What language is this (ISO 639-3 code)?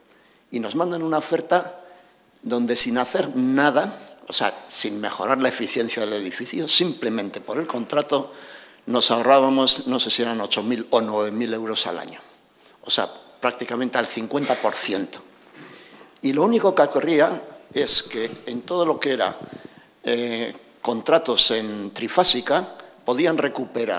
spa